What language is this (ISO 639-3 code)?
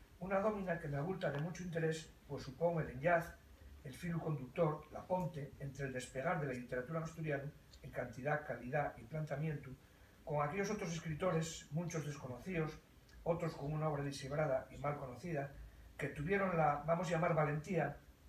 ast